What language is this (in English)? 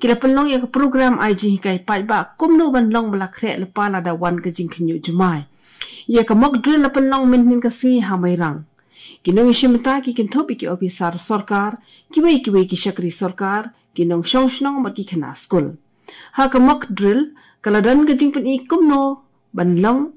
Khasi